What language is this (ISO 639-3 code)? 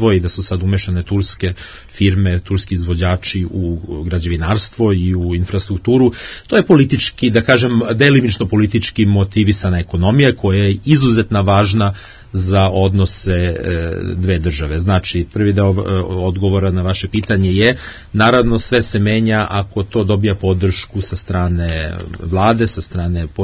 srp